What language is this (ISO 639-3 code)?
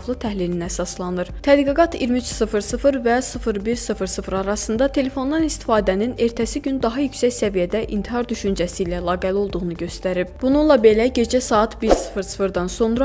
aze